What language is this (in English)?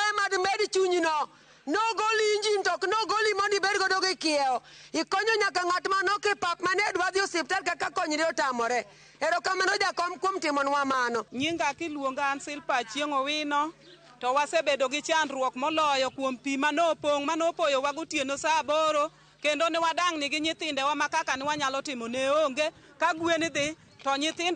Luo (Kenya and Tanzania)